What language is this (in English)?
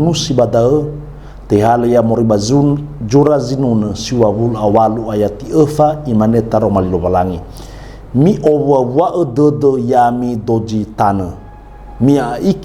Nias